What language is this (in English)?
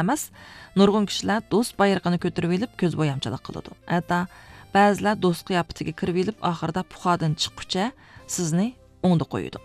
Uyghur